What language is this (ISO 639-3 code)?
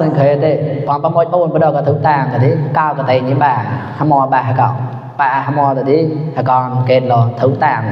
mnw